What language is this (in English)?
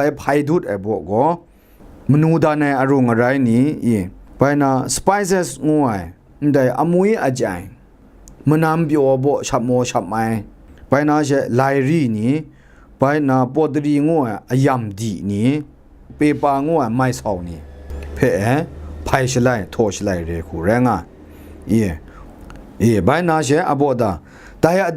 Kachin